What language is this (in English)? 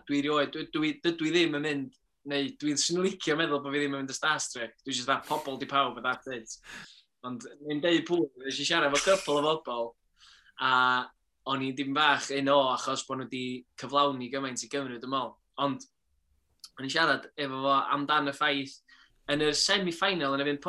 Welsh